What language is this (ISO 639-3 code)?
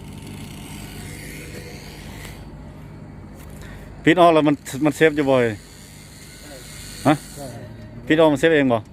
lao